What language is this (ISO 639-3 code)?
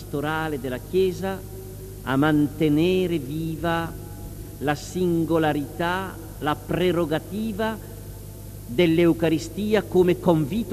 ita